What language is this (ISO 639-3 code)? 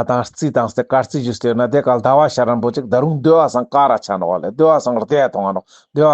lbj